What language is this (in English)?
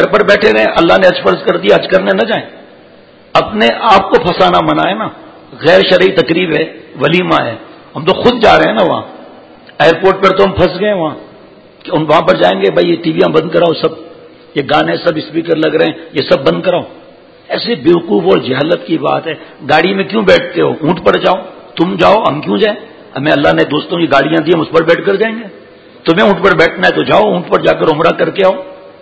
Urdu